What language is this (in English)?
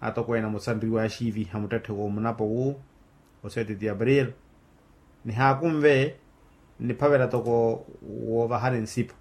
Makhuwa